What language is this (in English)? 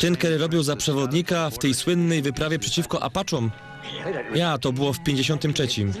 Silesian